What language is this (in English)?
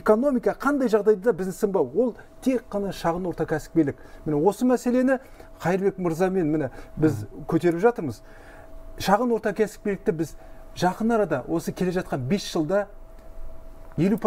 Kazakh